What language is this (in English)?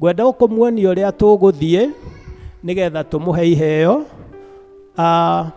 Kikuyu